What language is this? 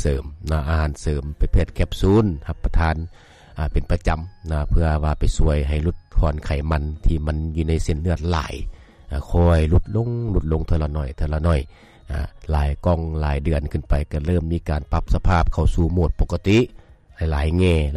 Lao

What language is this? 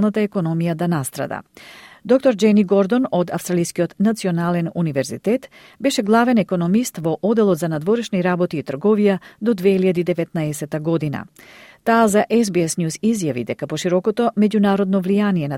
Macedonian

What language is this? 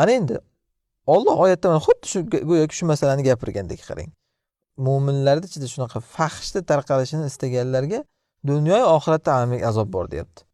Uzbek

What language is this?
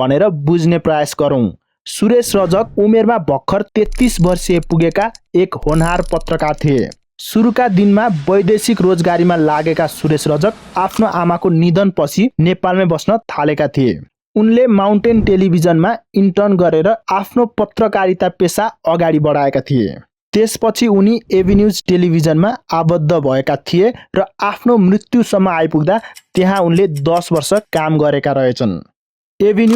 Nepali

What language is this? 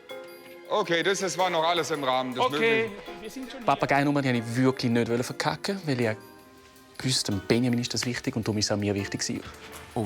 Swiss German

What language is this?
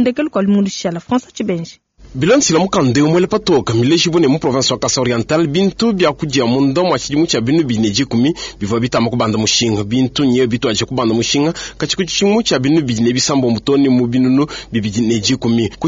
Luba-Lulua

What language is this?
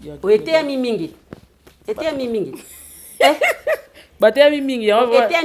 Lingala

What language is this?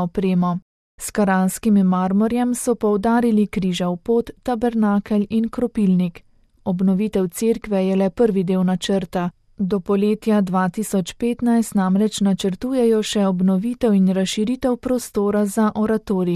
Slovenian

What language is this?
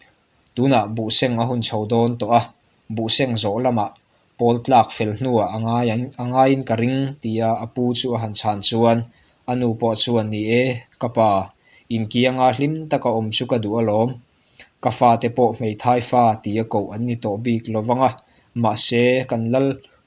Mizo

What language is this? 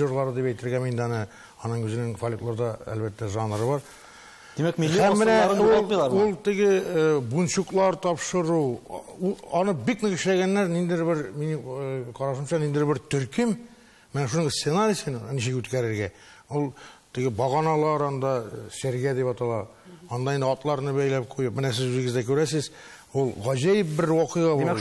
Tatar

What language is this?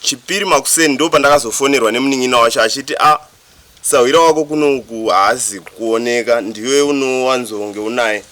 Shona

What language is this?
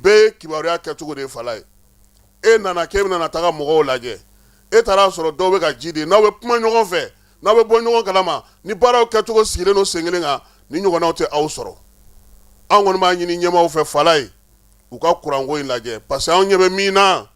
Bambara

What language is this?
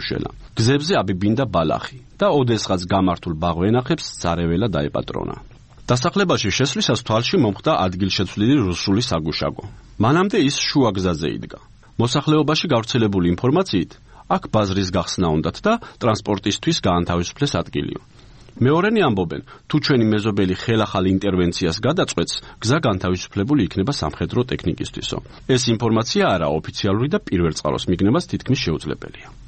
Georgian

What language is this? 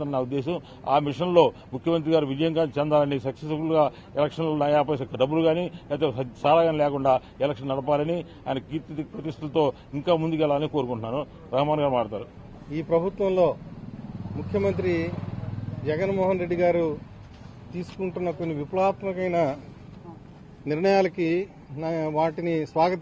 Telugu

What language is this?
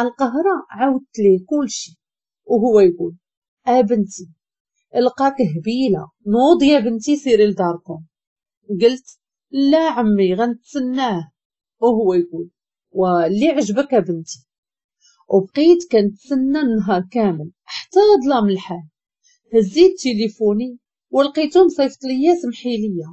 Moroccan Arabic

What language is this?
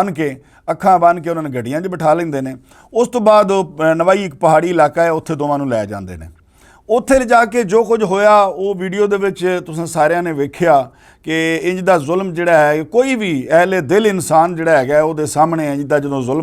Western Panjabi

